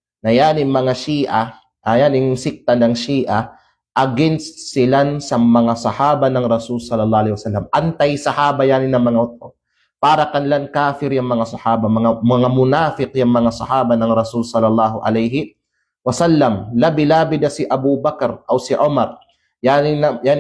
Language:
Kalagan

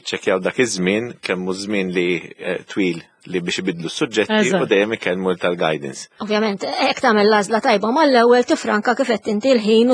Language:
Maltese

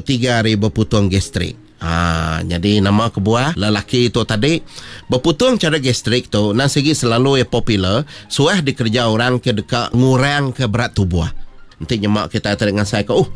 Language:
Iban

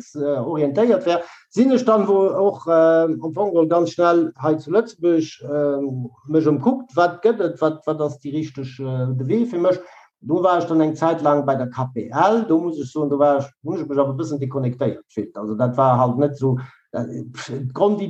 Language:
Luxembourgish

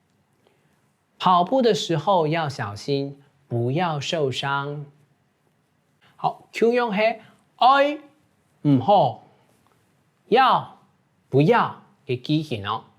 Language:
Hakka Chinese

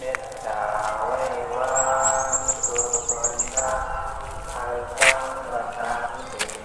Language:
Shan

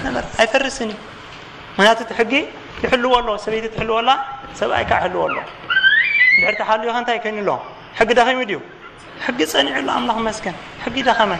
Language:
Tigrinya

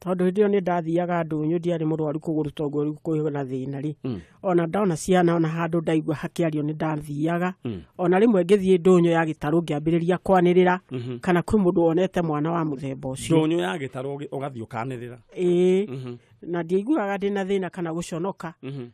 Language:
Kikuyu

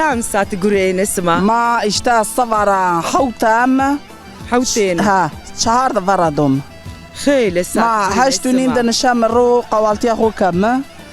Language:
Zaza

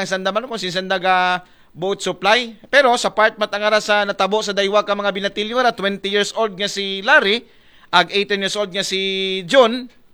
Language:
Aklanon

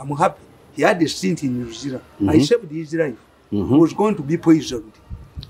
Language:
English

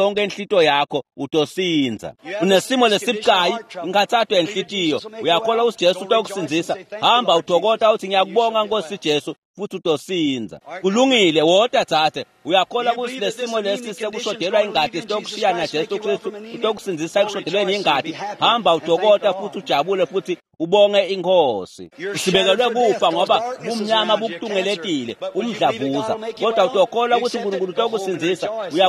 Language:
Swati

